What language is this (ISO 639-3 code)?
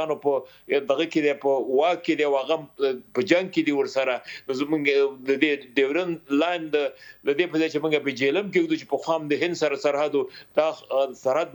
pus